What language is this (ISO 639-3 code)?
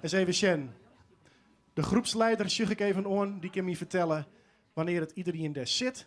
fry